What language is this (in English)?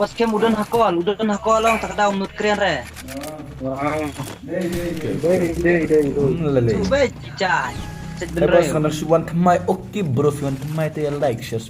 Khasi